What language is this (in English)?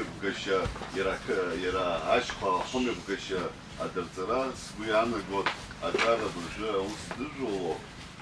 Abkhazian